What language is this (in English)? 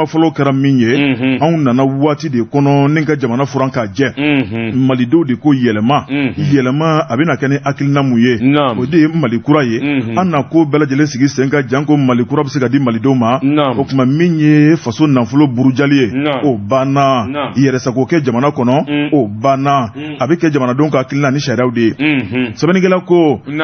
Bambara